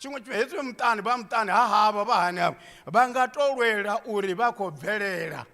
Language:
Venda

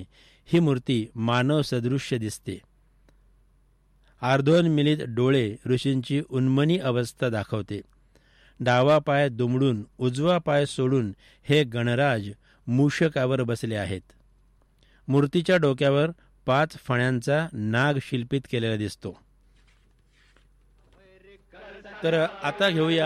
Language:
Marathi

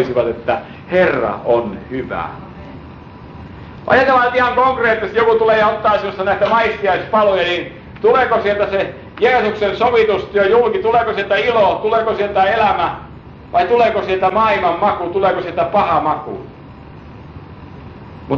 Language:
Finnish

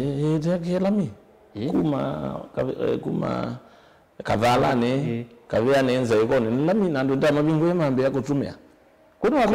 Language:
Kamba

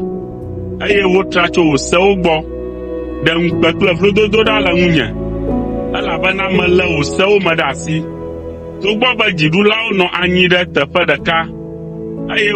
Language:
Ewe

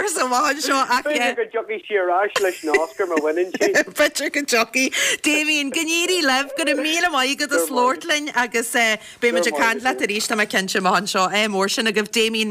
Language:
Irish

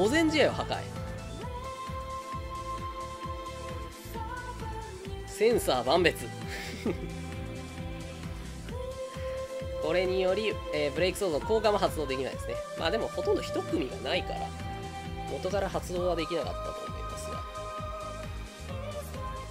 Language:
Japanese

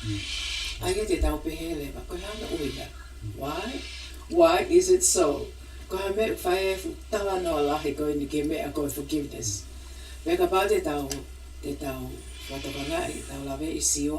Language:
Tongan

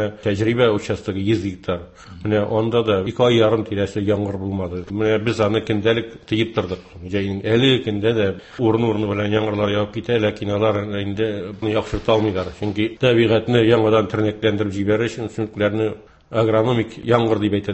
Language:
Tatar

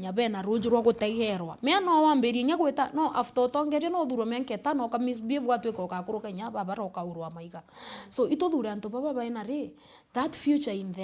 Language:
Meru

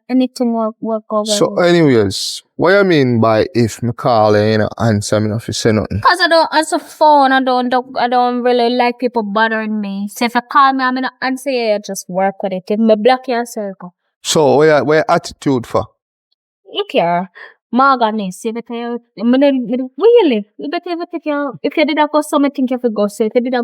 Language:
Jamaican Creole English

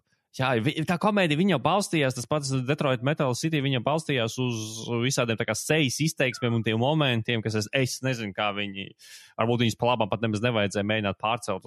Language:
Latvian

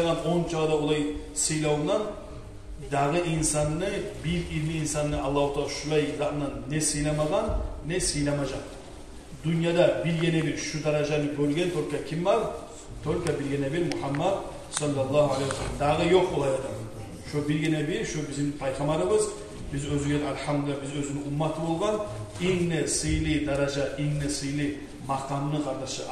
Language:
Kumyk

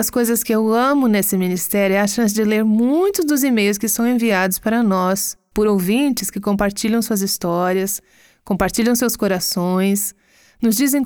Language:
Portuguese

